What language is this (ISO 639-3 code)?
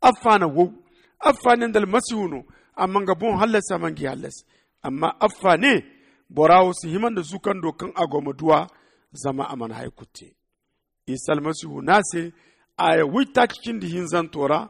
dje